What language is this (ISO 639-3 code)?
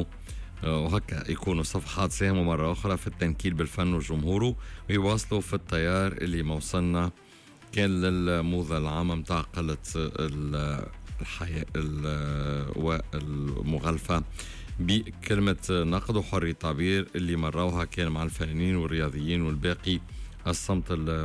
aeb